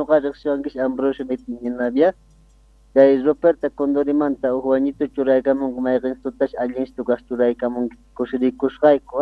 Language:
Quechua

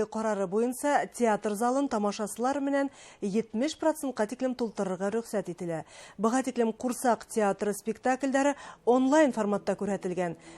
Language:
Bashkir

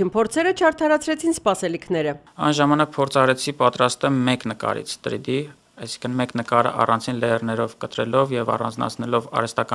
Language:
Armenian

